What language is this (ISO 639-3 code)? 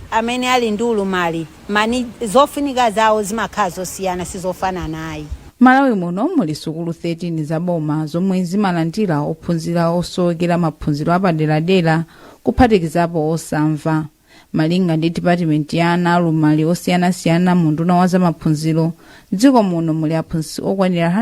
nya